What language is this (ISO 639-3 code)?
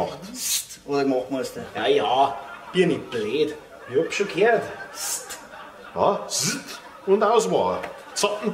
bar